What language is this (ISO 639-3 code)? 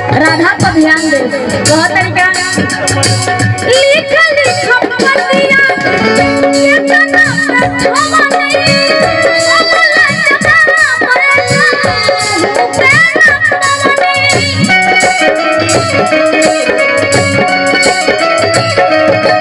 bho